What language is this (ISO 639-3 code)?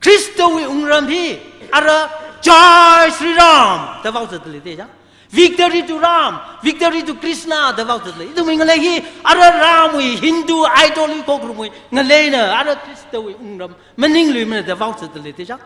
nmf